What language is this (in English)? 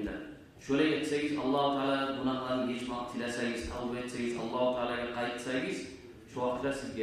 Kumyk